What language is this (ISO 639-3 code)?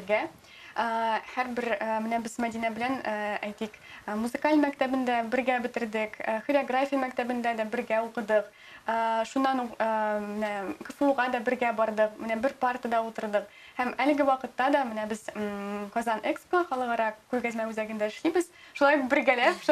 tat